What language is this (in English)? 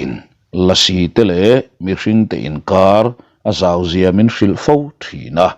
Mizo